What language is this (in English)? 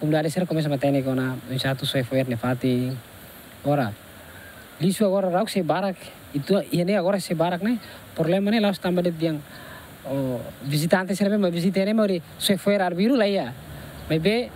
Tetum